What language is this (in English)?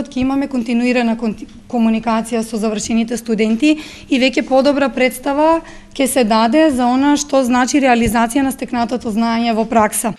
Macedonian